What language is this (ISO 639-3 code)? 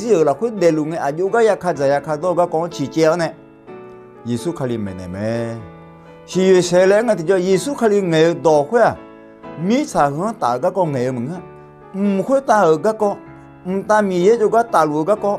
ahk